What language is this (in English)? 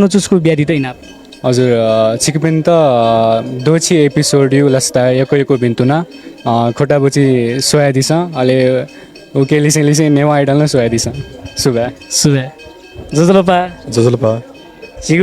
Newari